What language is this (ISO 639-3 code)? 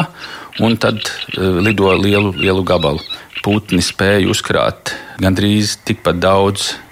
lav